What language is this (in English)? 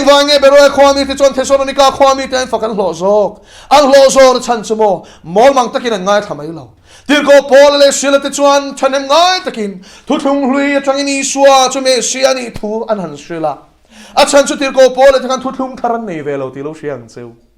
Mizo